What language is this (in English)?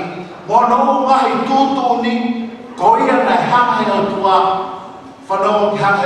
Tongan